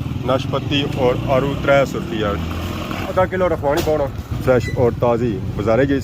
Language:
Pahari-Potwari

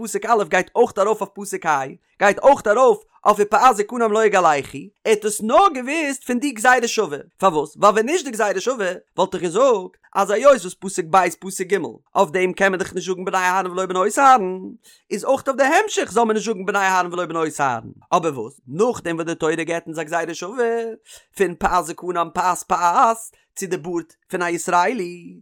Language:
Yiddish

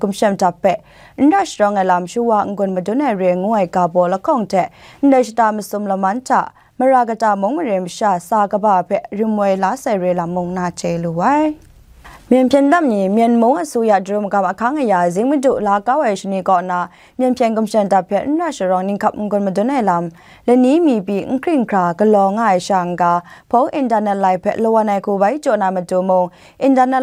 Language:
Kachin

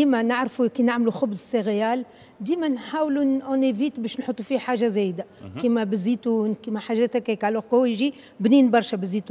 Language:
Tunisian Arabic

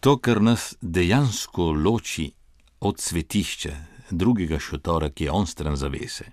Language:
Slovenian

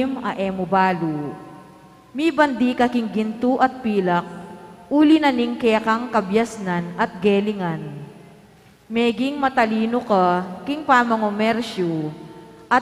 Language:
Pampanga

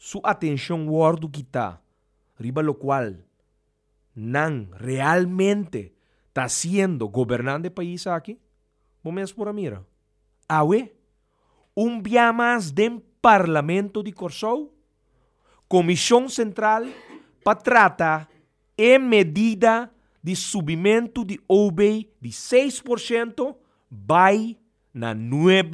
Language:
Papiamento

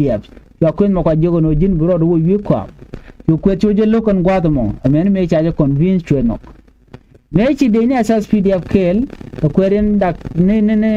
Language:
Nuer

